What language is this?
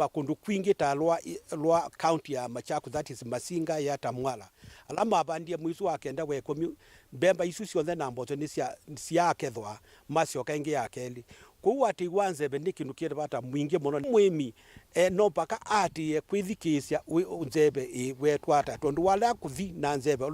Kamba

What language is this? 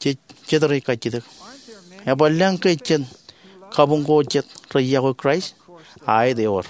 Marshallese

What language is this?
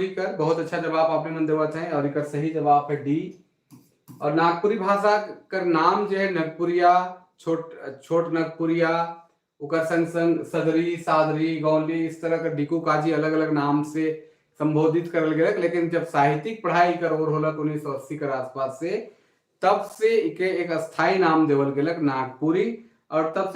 Sadri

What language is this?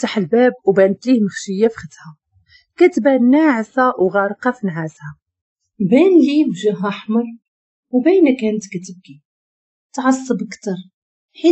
Moroccan Arabic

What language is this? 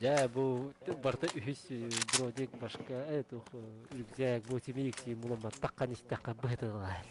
Yakut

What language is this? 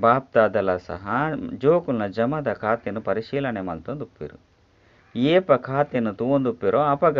Tulu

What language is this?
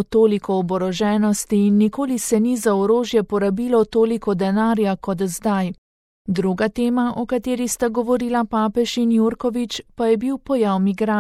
Slovenian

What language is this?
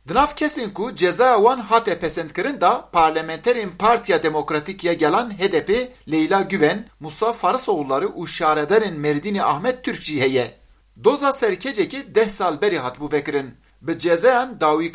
Kurdish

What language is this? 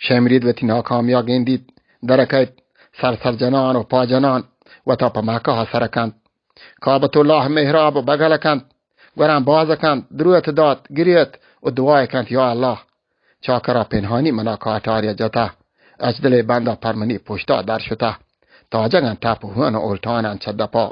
Baluchi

